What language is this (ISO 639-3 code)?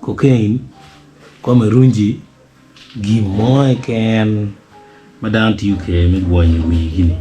ach